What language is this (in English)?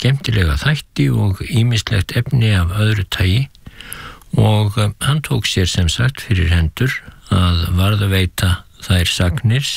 Icelandic